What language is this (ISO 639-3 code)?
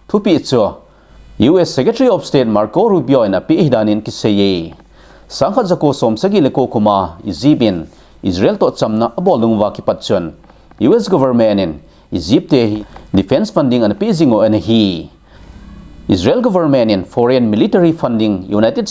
tcz